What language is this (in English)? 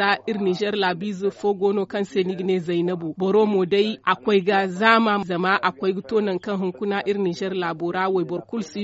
Zarma